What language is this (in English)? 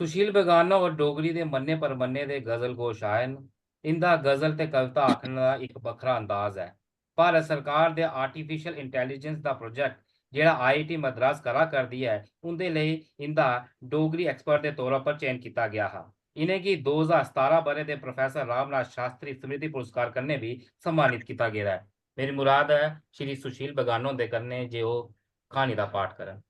Dogri